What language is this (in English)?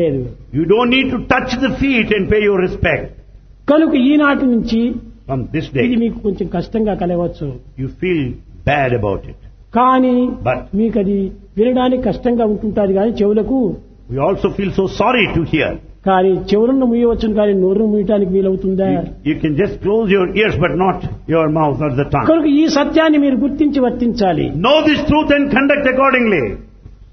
Telugu